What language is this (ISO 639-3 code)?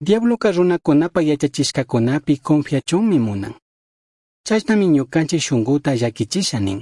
qug